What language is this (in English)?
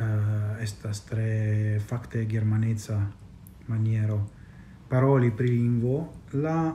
Esperanto